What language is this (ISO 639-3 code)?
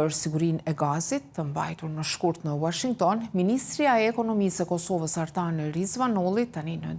sqi